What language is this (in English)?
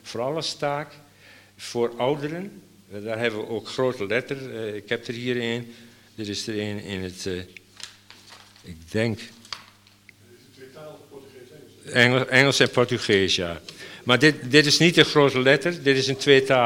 Dutch